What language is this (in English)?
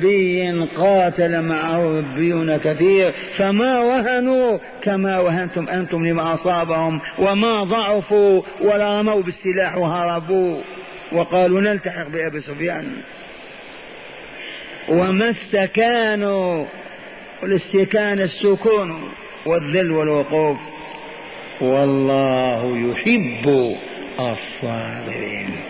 Arabic